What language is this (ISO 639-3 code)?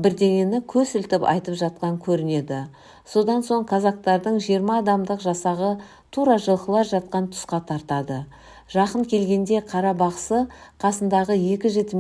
kaz